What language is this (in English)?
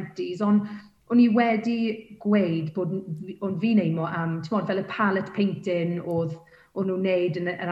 Welsh